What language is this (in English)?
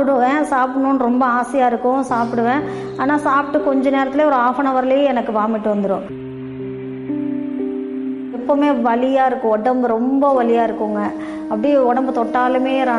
Tamil